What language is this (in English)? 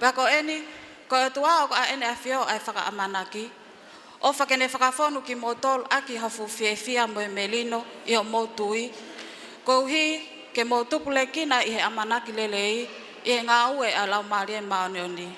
Tongan